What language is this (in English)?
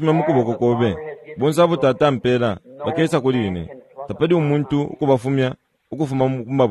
Bemba